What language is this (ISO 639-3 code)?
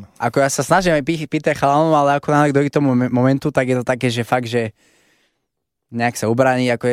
slk